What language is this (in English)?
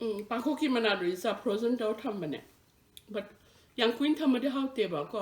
Manipuri